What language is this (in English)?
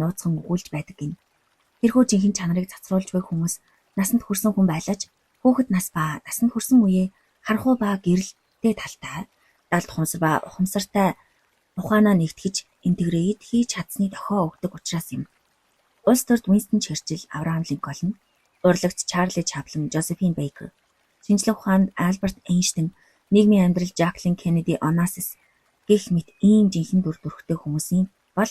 Mongolian